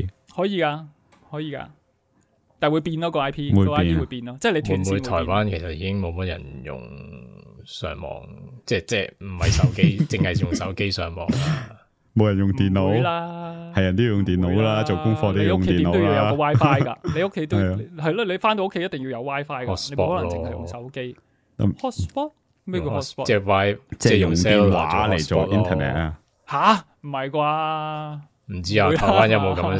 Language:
Cantonese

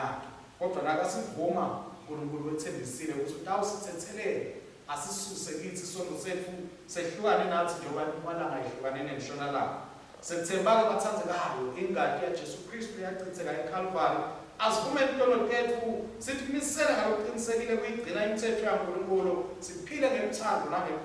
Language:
Swati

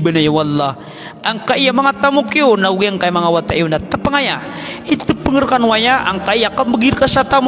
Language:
Maranao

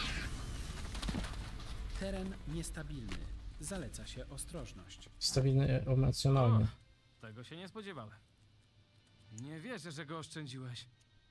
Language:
Polish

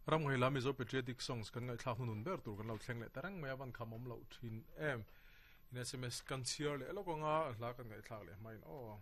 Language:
Mizo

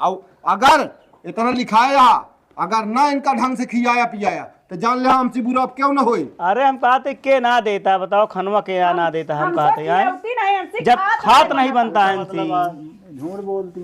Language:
Awadhi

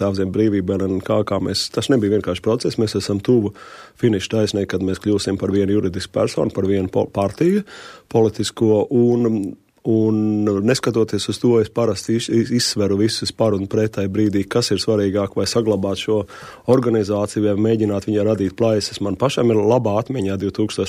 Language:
Latvian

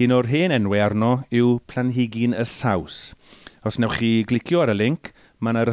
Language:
Welsh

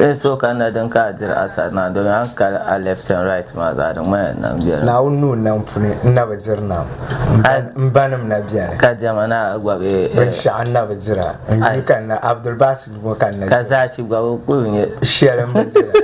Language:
Dagbani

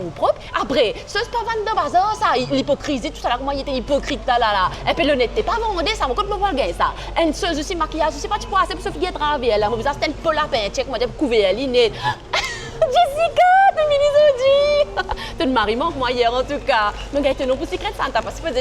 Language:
Morisyen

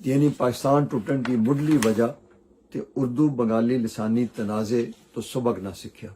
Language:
Western Panjabi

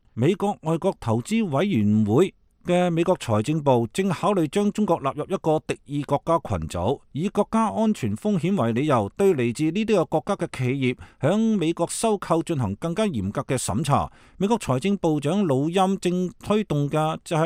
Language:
Cantonese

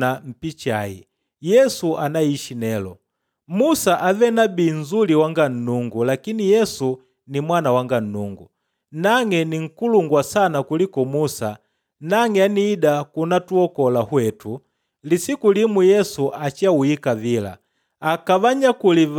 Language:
Makonde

